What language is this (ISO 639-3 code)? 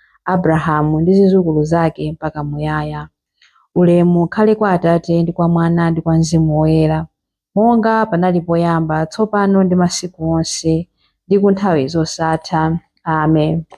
nya